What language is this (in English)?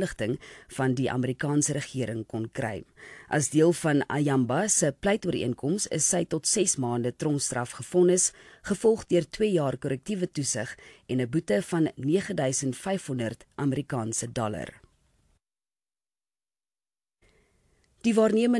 Afrikaans